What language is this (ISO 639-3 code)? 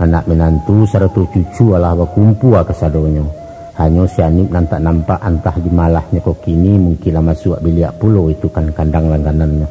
min